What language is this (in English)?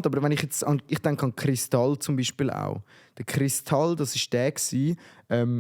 Swiss German